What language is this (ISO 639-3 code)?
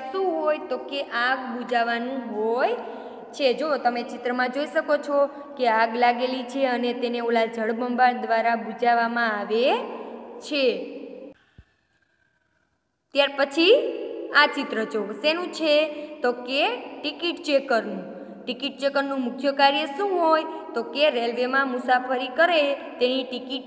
guj